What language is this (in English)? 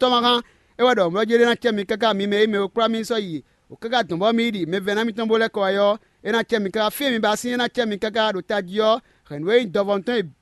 Fon